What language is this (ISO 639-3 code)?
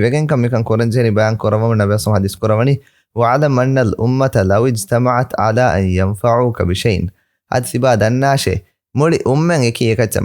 div